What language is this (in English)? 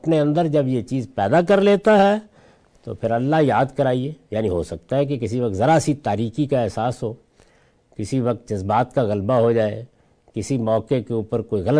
Urdu